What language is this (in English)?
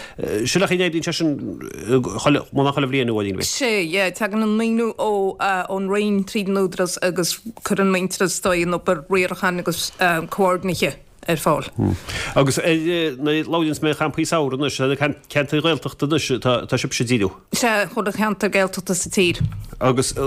Irish